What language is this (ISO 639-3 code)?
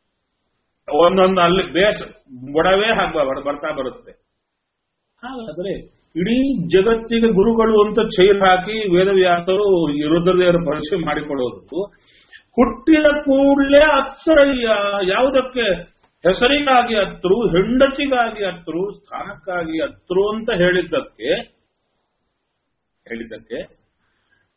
kan